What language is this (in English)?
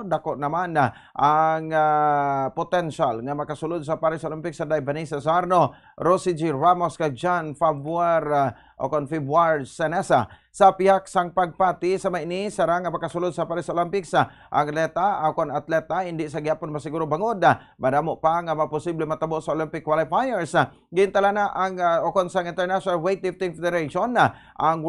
Hiligaynon